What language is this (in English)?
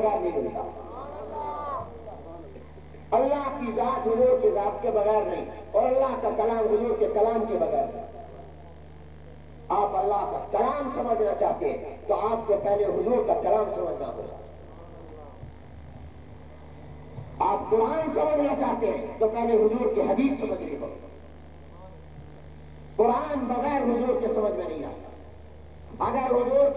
Urdu